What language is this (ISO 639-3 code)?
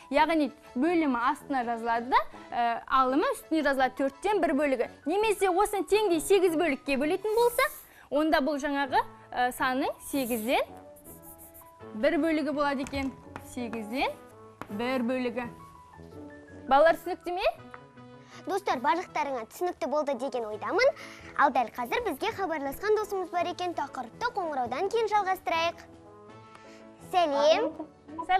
kaz